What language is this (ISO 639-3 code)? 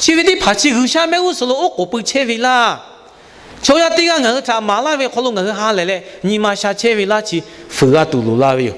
lhu